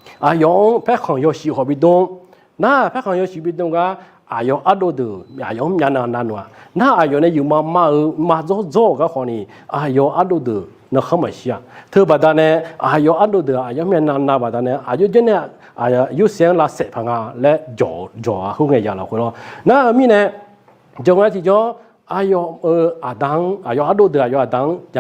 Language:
Akha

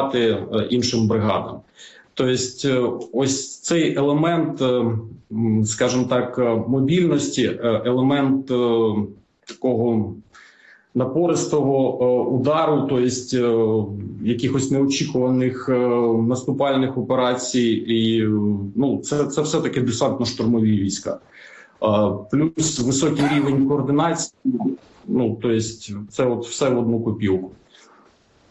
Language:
Ukrainian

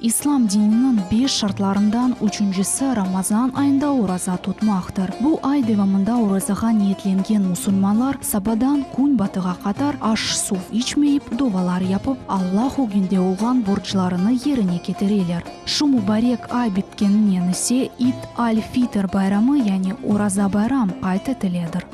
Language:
Crimean Tatar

